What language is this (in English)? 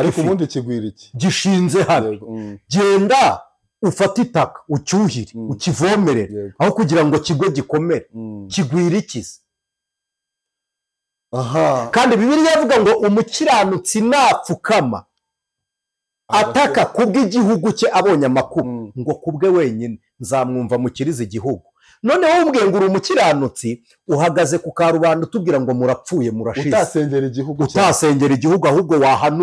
Kinyarwanda